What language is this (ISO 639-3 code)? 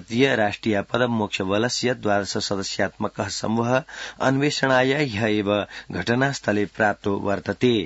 san